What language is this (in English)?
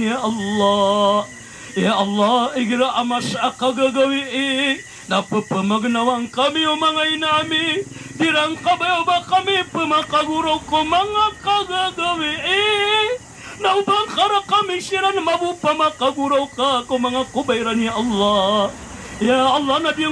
Maranao